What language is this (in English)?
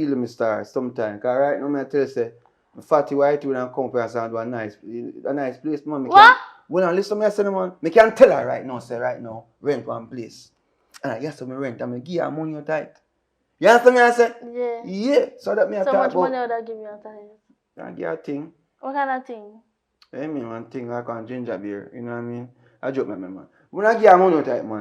Jamaican Creole English